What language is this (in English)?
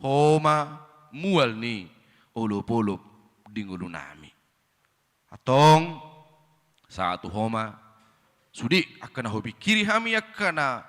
Batak Toba